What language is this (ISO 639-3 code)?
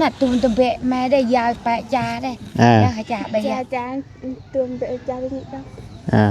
tts